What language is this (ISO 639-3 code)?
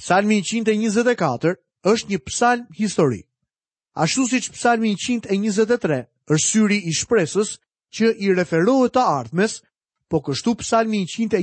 sqi